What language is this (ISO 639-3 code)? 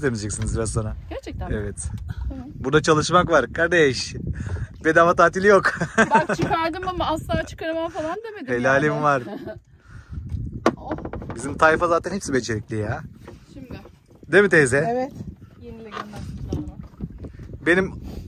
tur